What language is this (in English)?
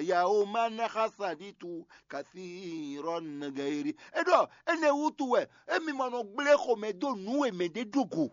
Fon